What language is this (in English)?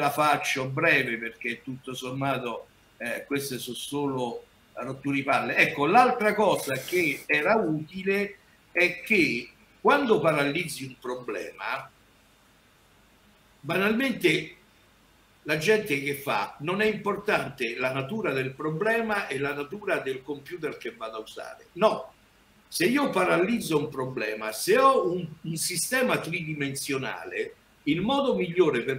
Italian